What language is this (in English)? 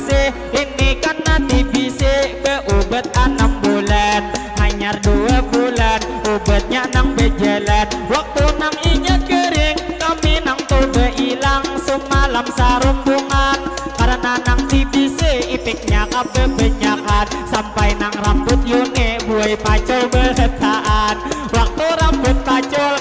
Banjar